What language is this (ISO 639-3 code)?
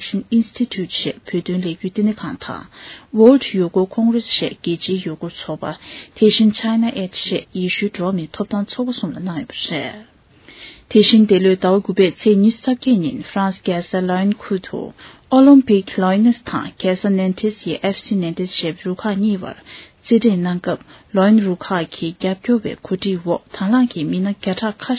bod